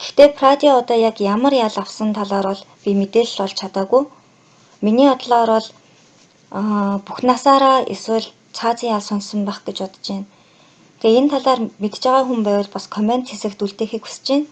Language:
Mongolian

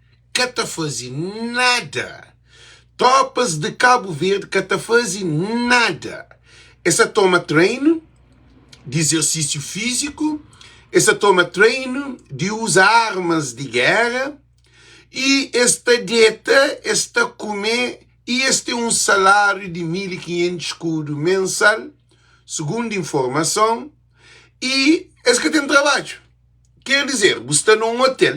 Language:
Kabuverdianu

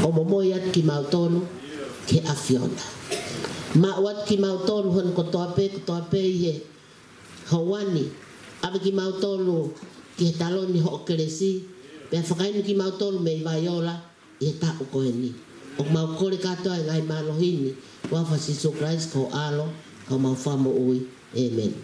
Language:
Tongan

